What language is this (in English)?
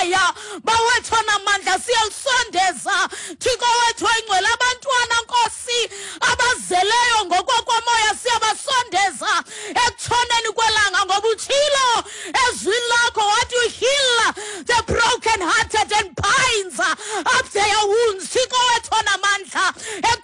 Xhosa